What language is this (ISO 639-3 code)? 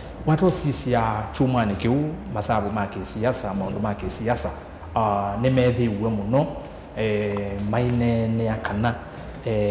kam